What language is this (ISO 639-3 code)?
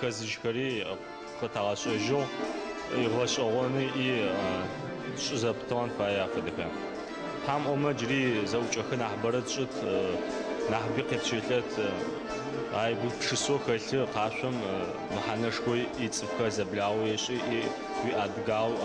ady